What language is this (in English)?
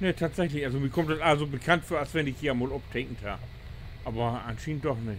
Low German